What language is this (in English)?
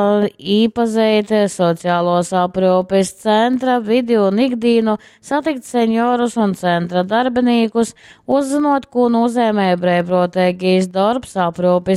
Latgalian